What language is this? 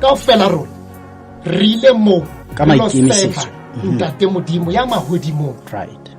Southern Sotho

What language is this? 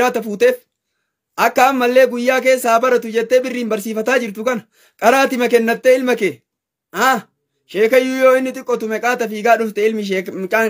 Oromo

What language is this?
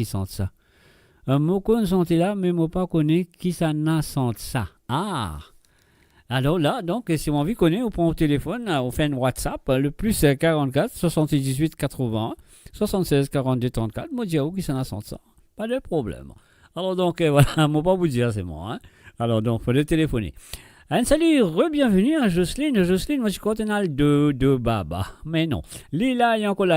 Morisyen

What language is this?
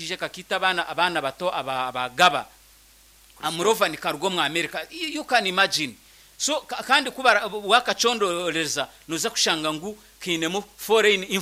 Nyankole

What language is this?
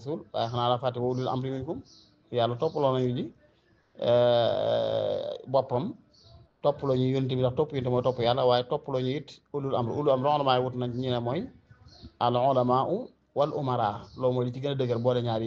Wolof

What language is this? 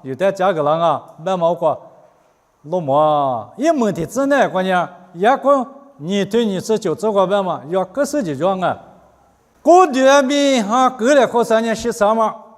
Lisu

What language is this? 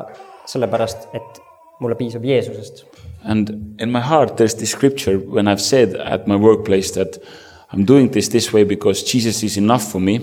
Estonian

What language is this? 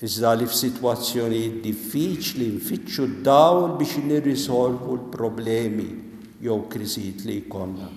Maltese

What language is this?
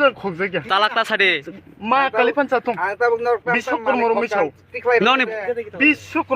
Kok Borok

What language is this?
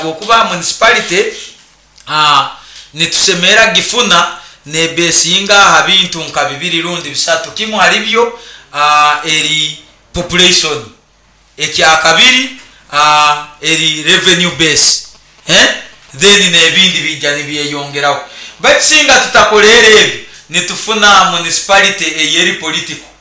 Nyoro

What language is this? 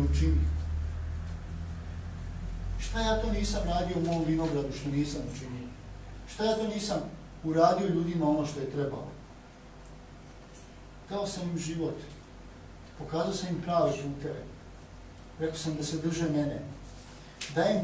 Serbian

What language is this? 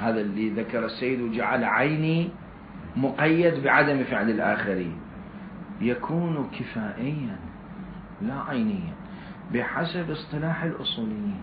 Mesopotamian Arabic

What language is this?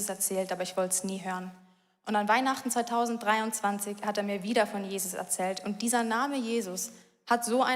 Swiss German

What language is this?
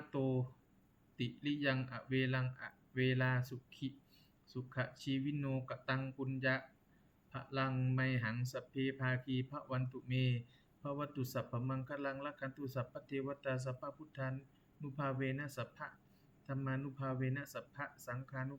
Pali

